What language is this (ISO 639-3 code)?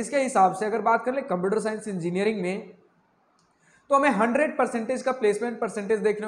hin